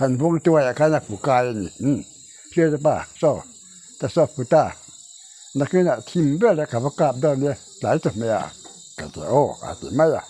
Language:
Mizo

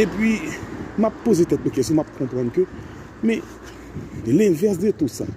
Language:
Haitian Creole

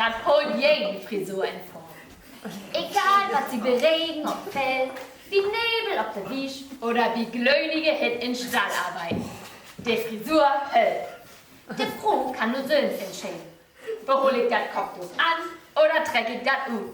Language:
Low German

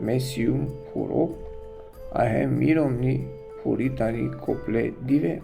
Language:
Balkan Romani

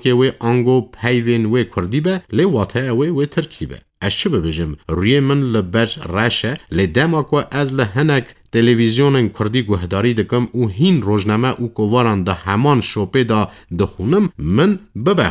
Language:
Kurdish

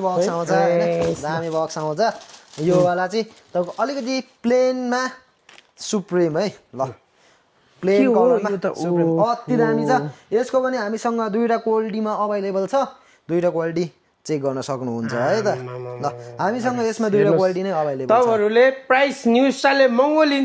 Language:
Nepali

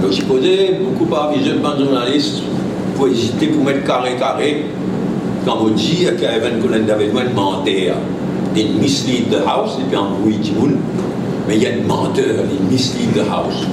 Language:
Morisyen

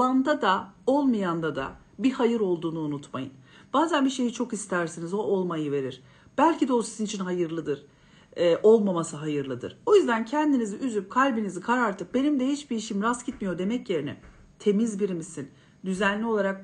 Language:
Turkish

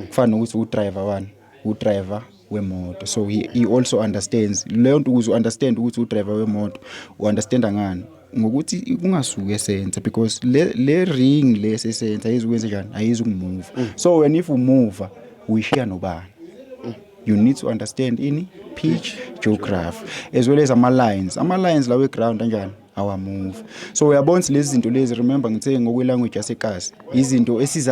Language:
Zulu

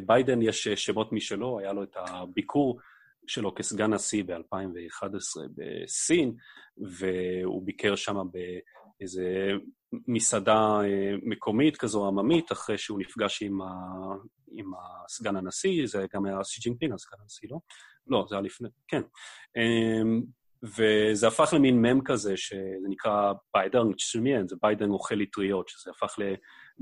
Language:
Hebrew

